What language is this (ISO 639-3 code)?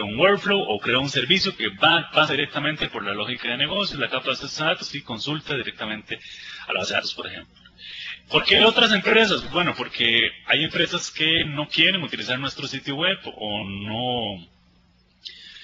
spa